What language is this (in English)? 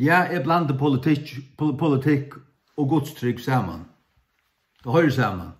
Faroese